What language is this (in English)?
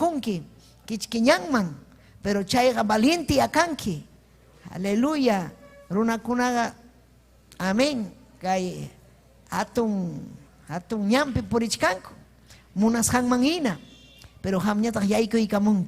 Ayacucho Quechua